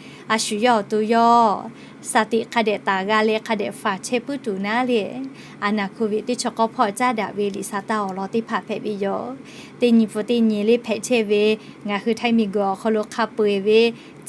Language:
Lahu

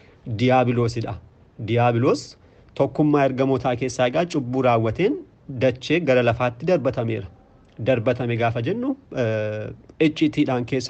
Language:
Oromo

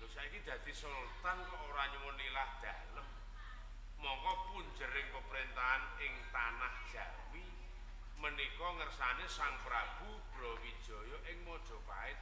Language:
Javanese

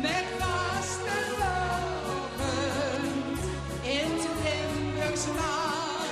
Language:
Limburgish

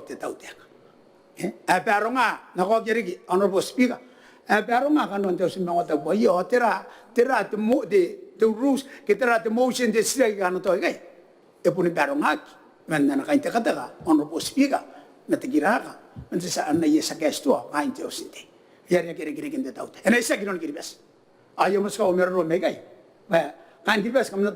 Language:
Gilbertese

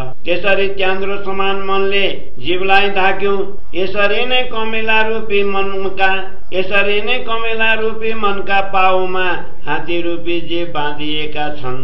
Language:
Nepali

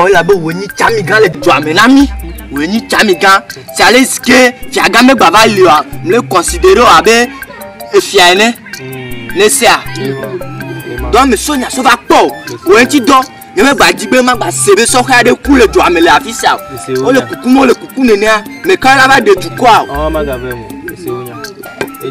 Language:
Ewe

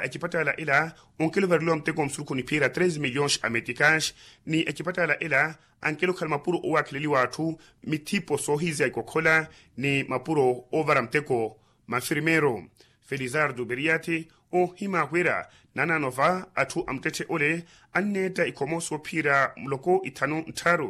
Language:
Makhuwa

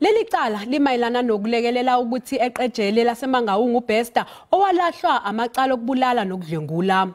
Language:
Zulu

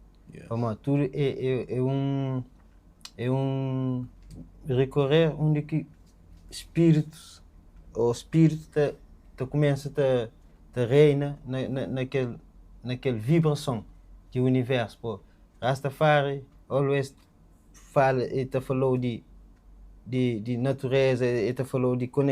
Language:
Kabuverdianu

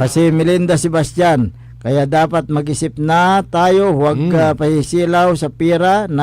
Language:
Pangasinan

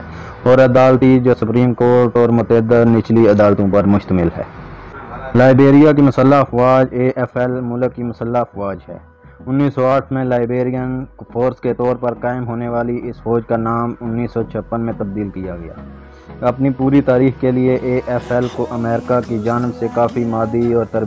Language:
Urdu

